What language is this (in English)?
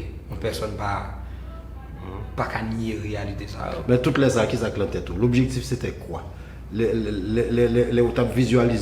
Haitian Creole